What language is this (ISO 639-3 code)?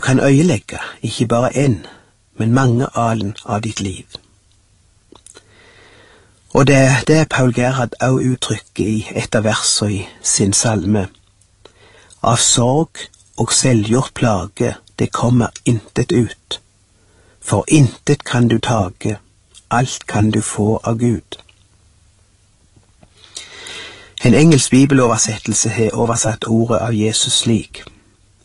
nor